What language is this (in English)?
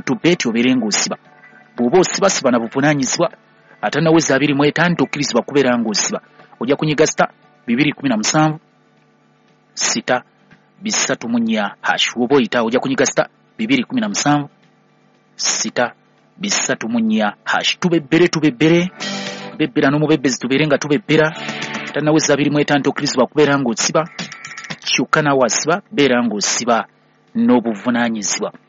Ganda